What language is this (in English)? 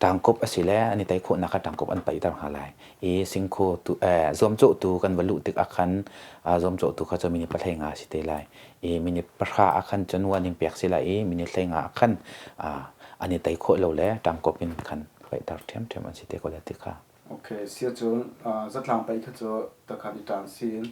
Hakha Chin